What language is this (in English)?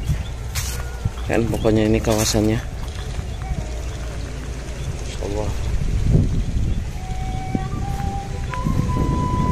Indonesian